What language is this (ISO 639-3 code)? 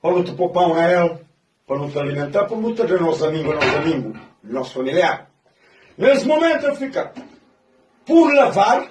kea